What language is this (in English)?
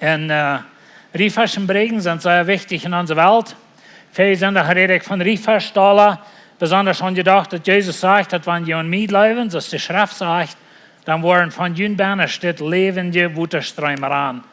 Plautdietsch